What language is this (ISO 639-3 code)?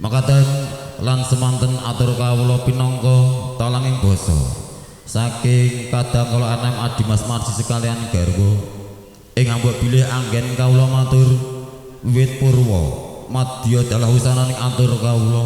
jav